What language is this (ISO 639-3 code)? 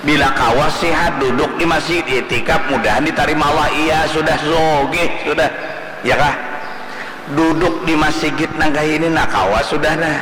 bjn